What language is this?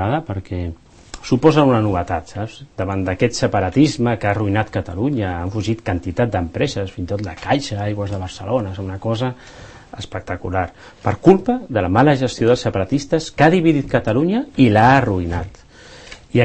Catalan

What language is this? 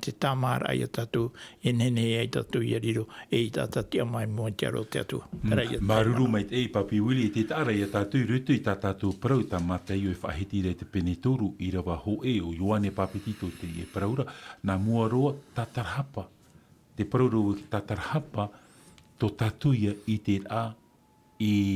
Tahitian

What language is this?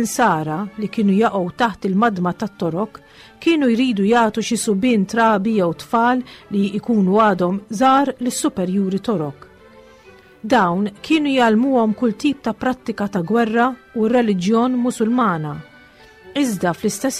Maltese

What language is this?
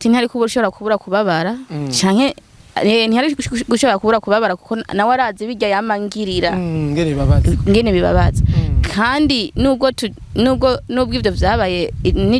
Rundi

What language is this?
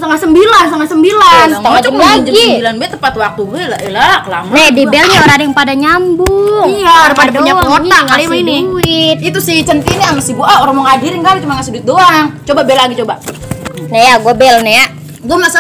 Betawi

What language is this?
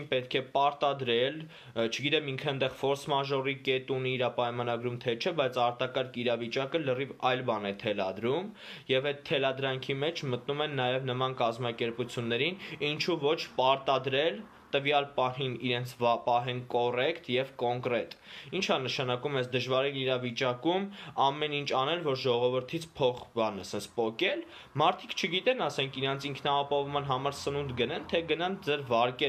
Armenian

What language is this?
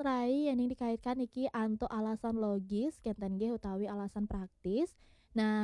Balinese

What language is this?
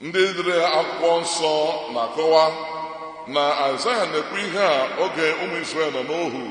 Igbo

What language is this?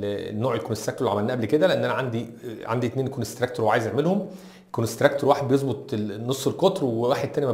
Egyptian Arabic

